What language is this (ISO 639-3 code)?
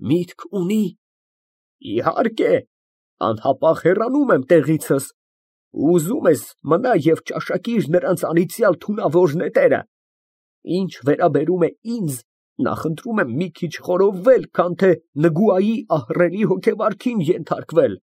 hye